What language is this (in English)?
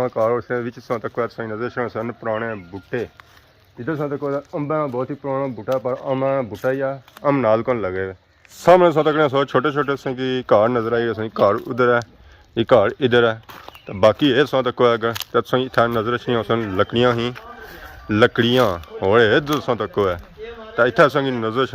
Pahari-Potwari